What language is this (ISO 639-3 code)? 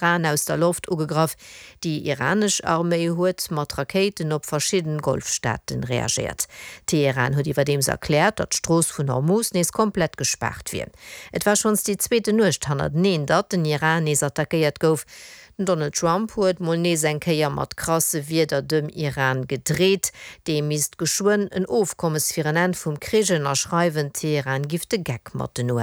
ltz